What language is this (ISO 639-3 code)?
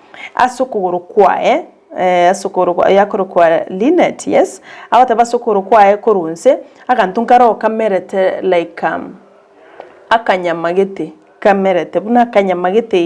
guz